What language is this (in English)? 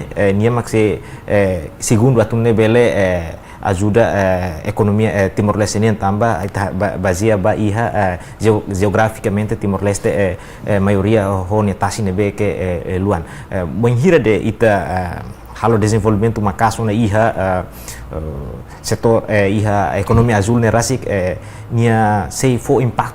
Tetum